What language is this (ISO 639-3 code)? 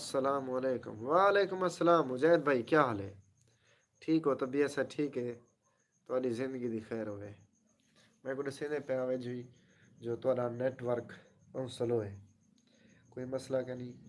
skr